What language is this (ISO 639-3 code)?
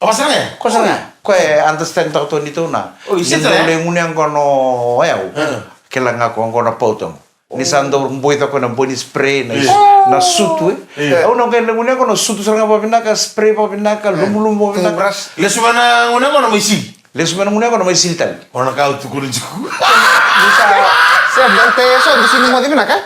fij